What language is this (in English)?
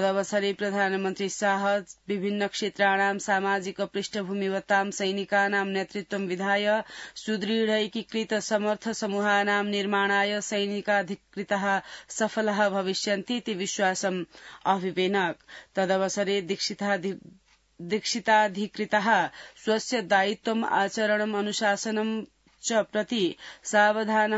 Sanskrit